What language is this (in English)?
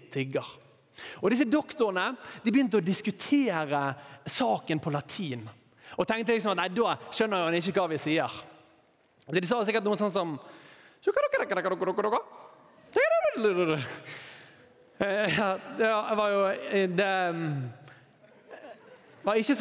Norwegian